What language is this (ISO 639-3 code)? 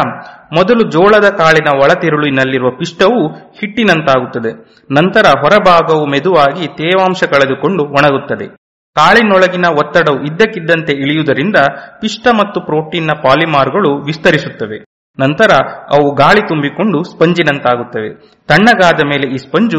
kan